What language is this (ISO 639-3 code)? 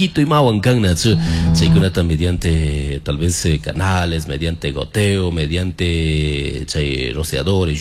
qug